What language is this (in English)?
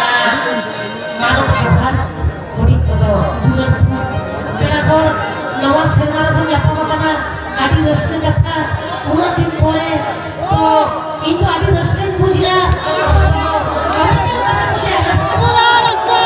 Santali